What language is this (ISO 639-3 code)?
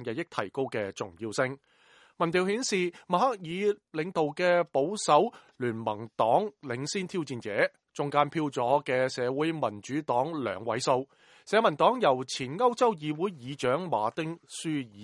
yue